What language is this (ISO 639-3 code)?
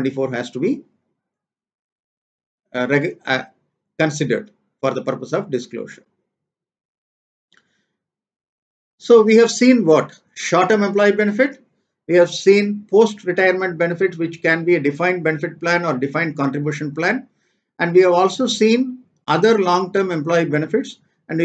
eng